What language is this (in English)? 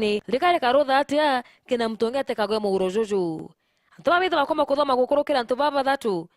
Meru